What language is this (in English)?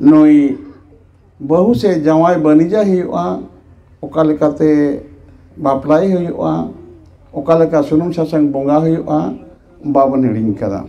Santali